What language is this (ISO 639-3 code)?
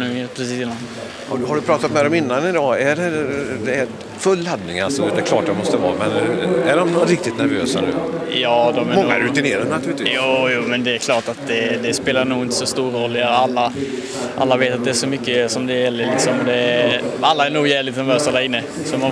swe